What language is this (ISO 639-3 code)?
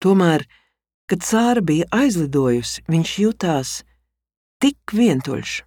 lav